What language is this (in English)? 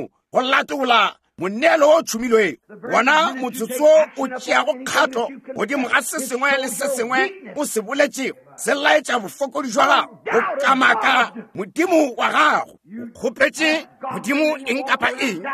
Northern Sotho